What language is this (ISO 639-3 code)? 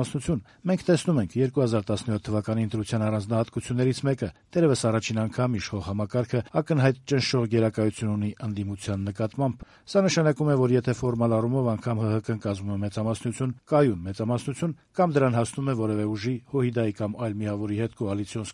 hye